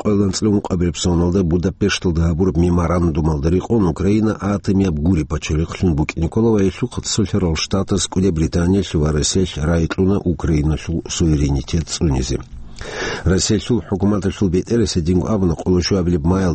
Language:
Avaric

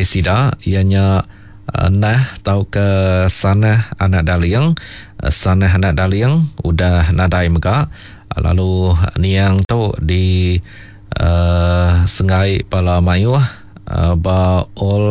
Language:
Iban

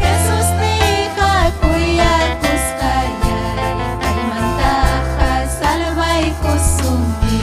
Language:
Ayacucho Quechua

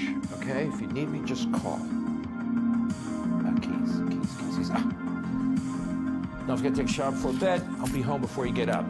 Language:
English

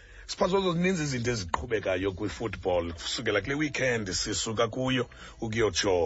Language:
Xhosa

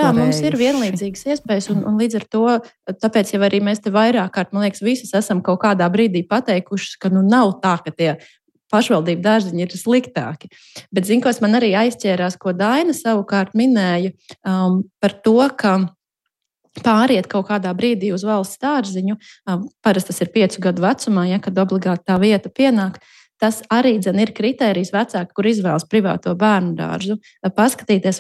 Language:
Latvian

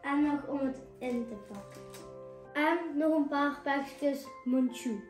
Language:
Limburgish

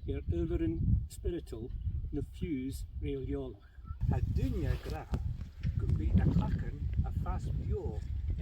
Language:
Scottish Gaelic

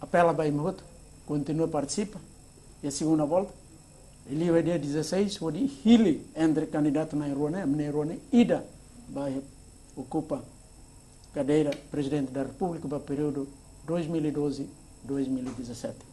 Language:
Tetum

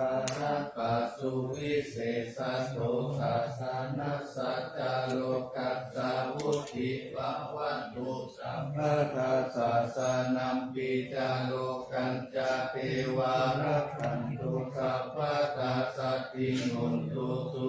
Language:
Pali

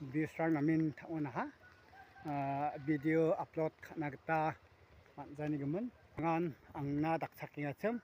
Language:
Garo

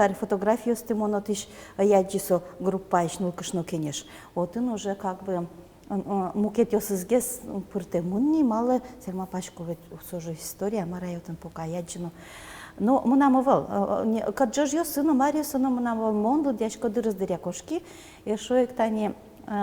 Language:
Udmurt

